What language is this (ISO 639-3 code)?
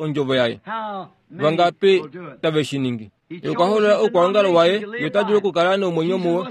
kua